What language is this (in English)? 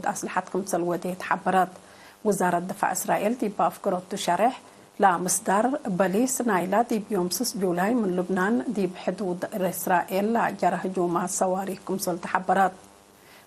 Tigre